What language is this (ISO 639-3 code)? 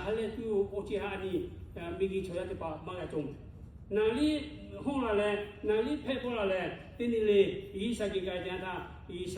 lhu